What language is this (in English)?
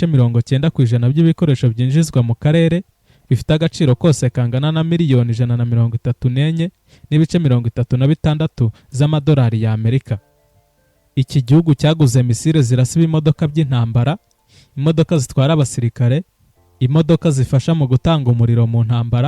Kinyarwanda